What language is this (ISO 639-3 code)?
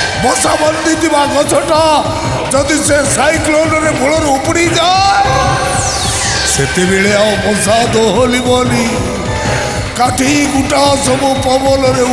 ori